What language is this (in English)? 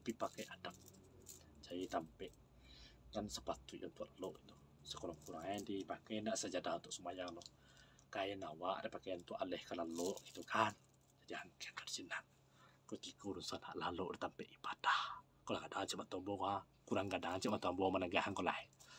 Minangkabau